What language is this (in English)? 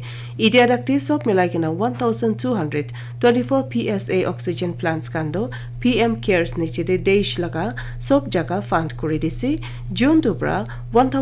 Naga Pidgin